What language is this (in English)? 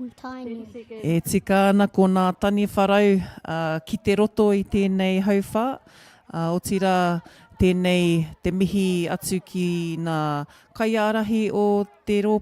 Māori